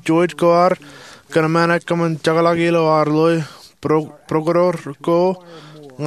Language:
Marshallese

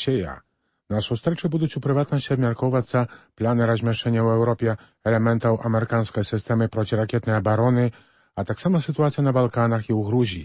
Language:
Belarusian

